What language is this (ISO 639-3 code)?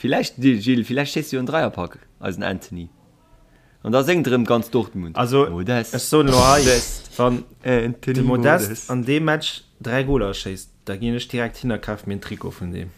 ltz